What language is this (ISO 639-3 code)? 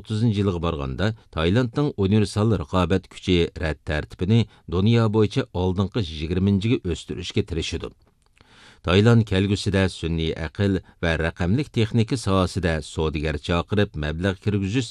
uig